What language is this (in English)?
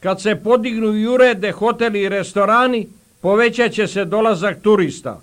Bosnian